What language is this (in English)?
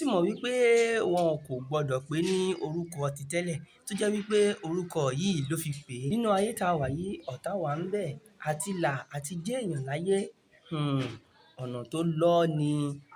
Yoruba